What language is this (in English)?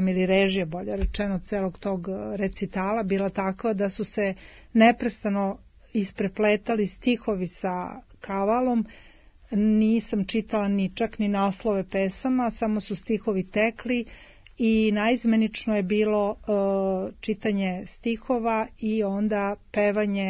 Serbian